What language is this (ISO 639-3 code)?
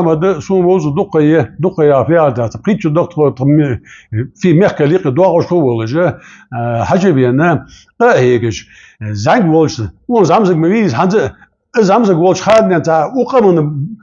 inh